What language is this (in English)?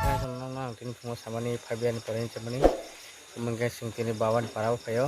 Kok Borok